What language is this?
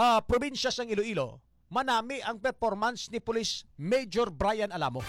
Hiligaynon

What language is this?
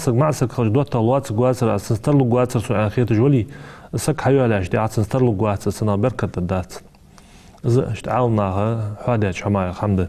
Ingush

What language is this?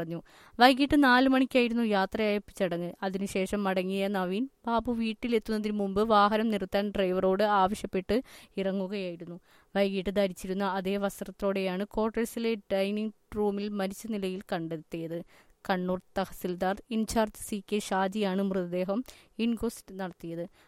Malayalam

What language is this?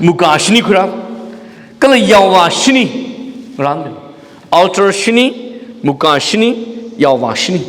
Tangkhul Naga (India)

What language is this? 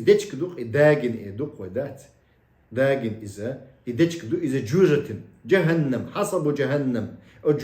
Chechen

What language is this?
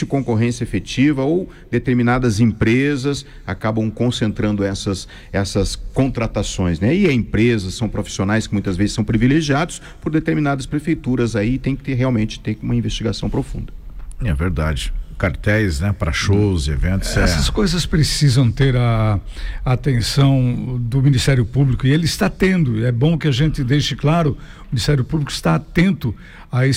Portuguese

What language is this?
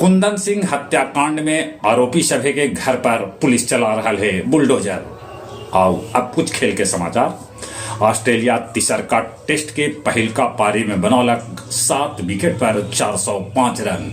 Magahi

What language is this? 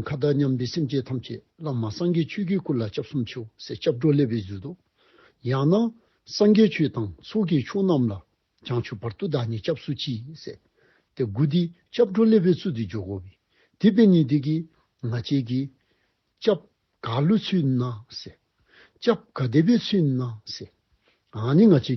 Dzongkha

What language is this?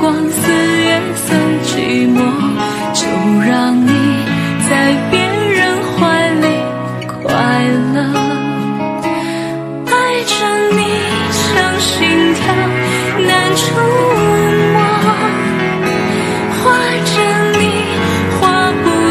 Chinese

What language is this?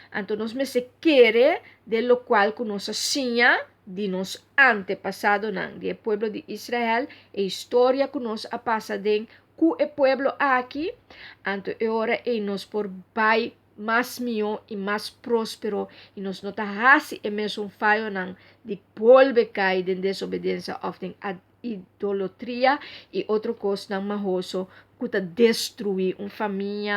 Papiamento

